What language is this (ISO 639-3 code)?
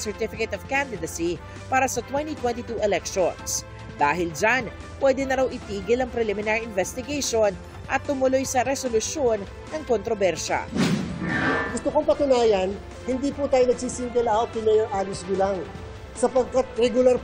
fil